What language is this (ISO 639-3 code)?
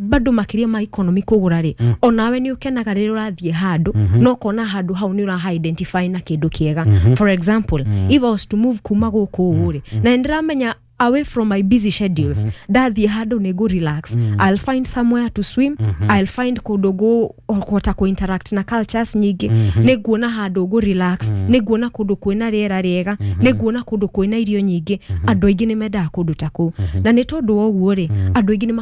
kik